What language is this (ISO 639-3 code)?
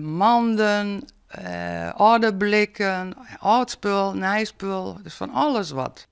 fry